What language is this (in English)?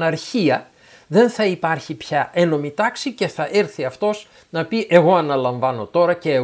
Greek